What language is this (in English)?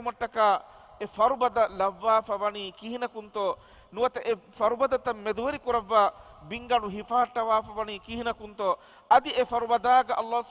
Divehi